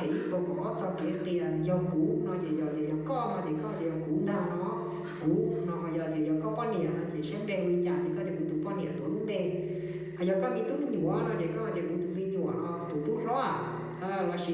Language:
Hmong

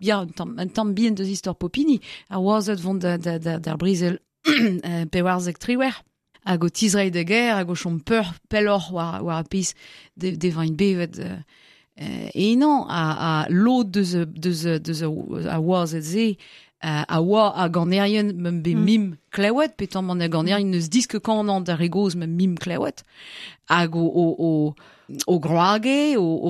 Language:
Breton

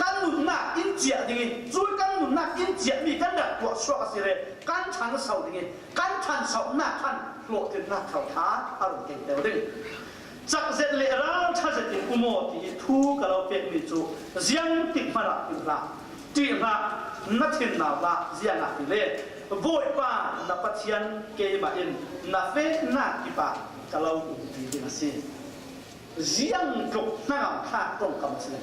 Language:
Falam Chin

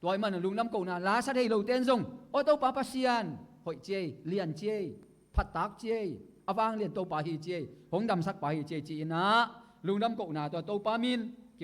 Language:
Tedim Chin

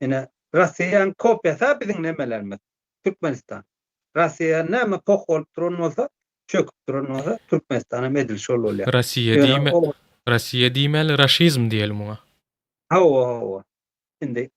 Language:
Turkmen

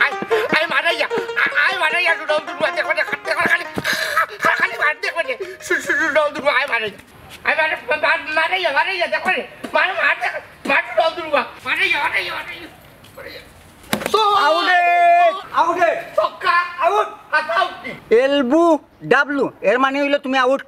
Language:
Sylheti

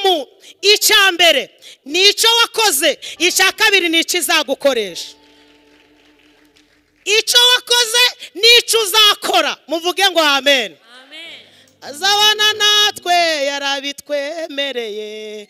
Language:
Kinyarwanda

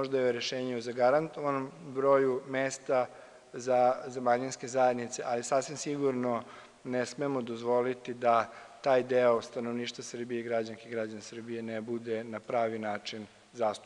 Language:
Serbian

